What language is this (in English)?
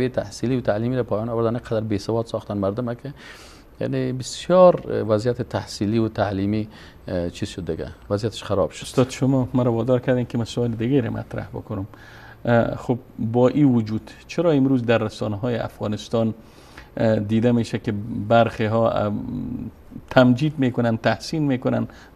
Persian